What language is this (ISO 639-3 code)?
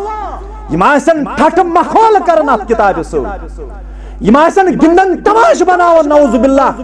kas